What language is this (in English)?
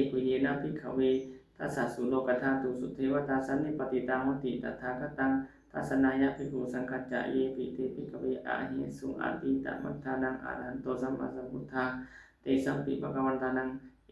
Pali